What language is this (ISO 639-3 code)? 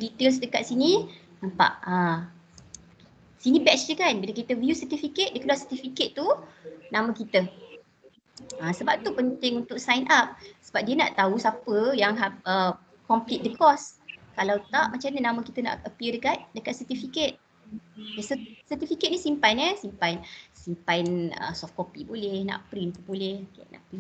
msa